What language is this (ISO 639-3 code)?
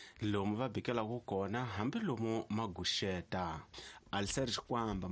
tso